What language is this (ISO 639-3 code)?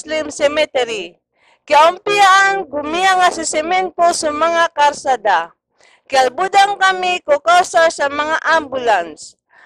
mrw